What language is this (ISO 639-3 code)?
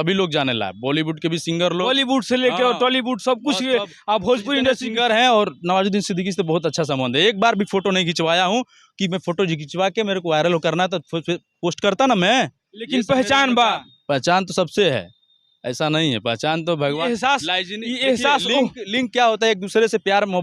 bho